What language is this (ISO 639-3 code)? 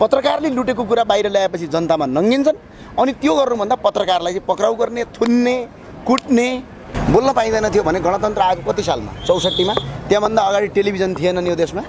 nep